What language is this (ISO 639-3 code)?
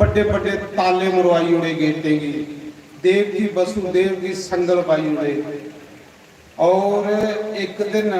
doi